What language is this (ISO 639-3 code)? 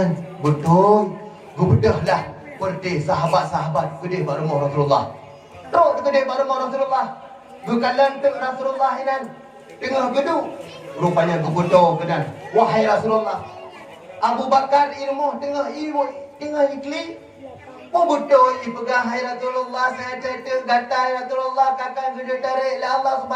ace